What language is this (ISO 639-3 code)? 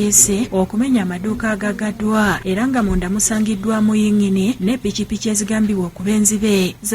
lug